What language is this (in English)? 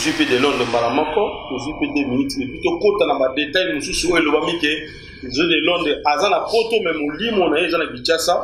Lingala